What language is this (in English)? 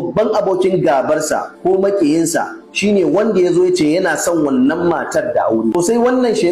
Hausa